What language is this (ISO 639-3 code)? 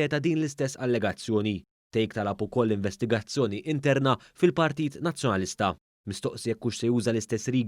mlt